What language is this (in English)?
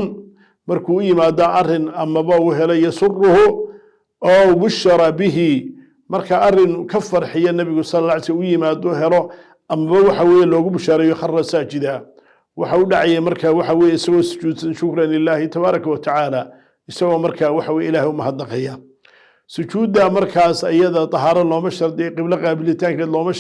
Somali